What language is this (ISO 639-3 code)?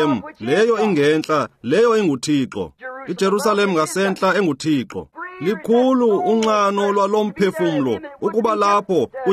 xho